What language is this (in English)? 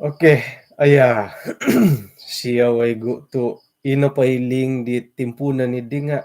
Central Dusun